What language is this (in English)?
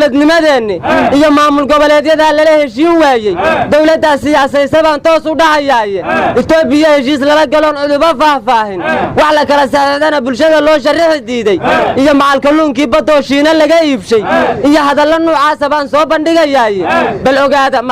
Somali